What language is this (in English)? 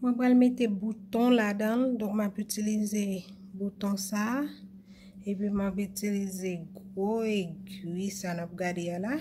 Haitian Creole